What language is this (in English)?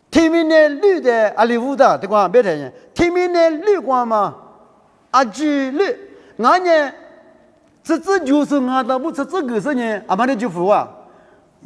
Lisu